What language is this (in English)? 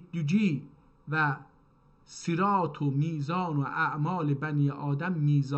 South Azerbaijani